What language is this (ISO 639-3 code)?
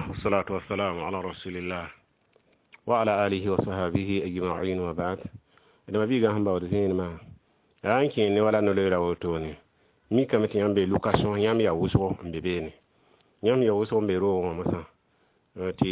mos